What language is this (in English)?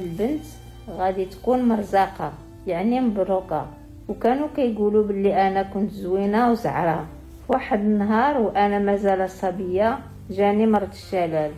Moroccan Arabic